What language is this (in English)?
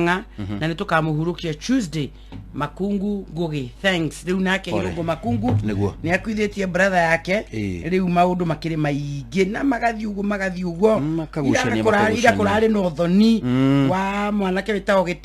Kikuyu